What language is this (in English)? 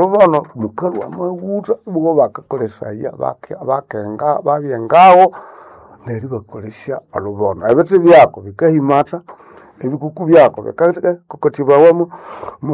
Nande